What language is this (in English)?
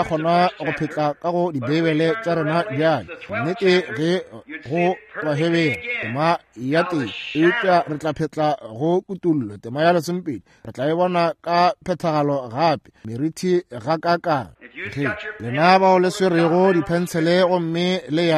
Northern Sotho